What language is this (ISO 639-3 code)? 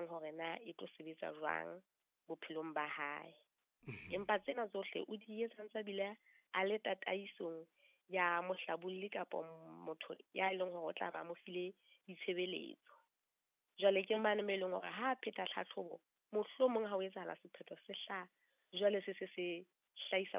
sot